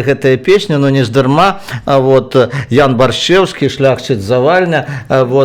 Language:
Belarusian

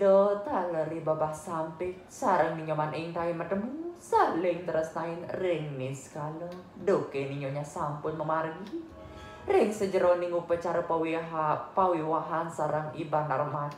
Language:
Balinese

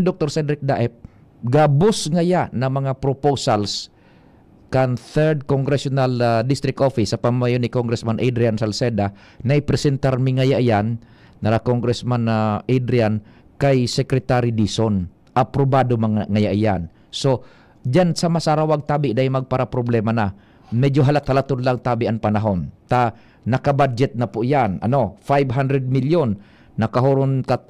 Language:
Bikol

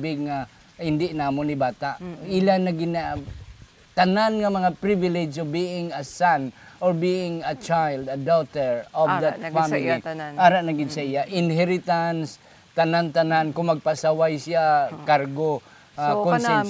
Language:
Hiligaynon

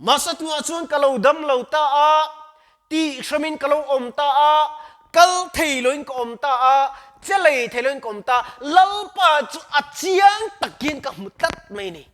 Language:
Mizo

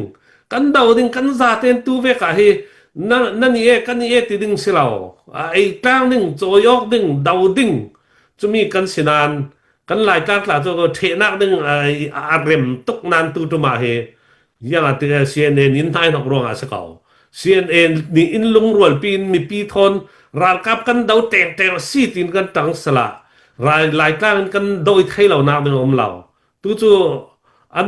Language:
Falam Chin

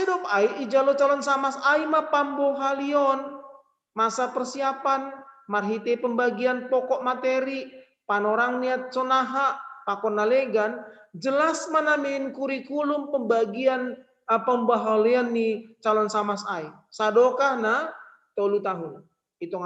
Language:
Batak Simalungun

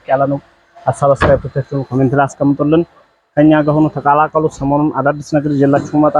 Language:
Amharic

